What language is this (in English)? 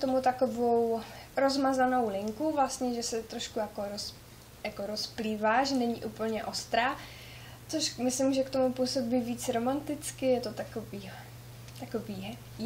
Czech